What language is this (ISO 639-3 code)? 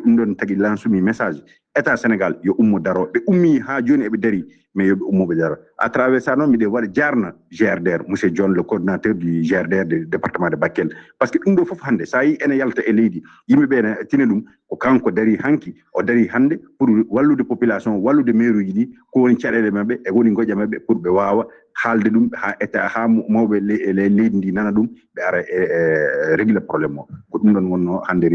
ful